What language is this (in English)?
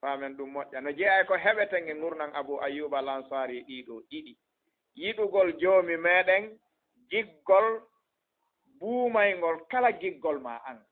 Fula